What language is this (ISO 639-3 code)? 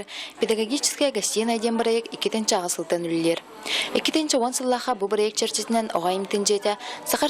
sah